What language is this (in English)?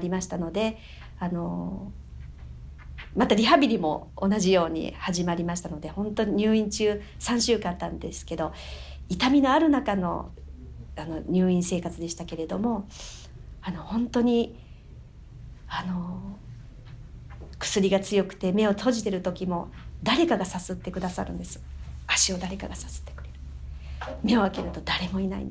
Japanese